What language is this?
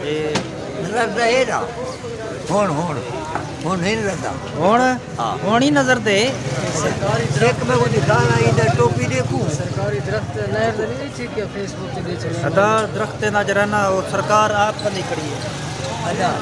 Saraiki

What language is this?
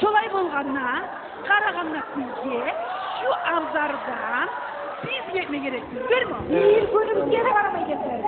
Kumyk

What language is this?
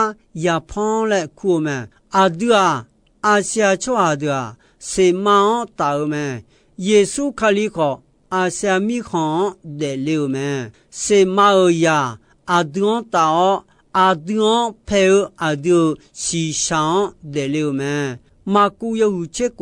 Akha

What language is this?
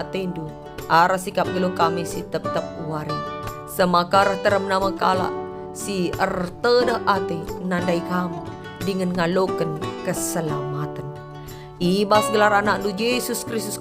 Batak Karo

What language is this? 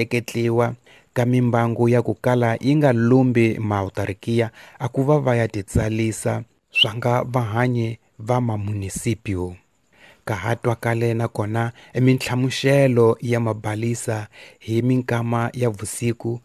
Tsonga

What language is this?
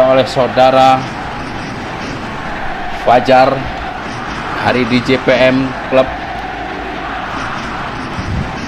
Indonesian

